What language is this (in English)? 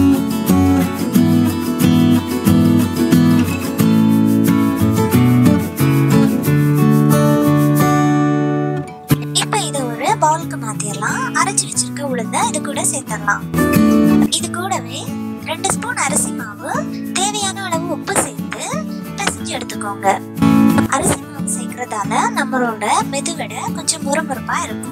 Tamil